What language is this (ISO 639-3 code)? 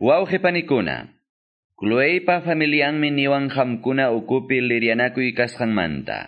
que